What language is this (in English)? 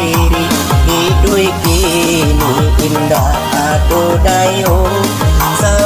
Minangkabau